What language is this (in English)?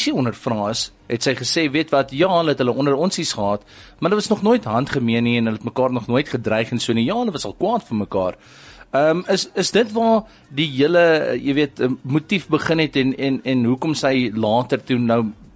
Afrikaans